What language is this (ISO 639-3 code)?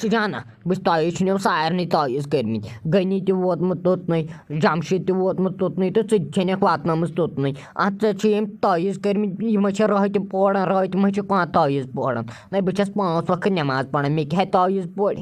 kas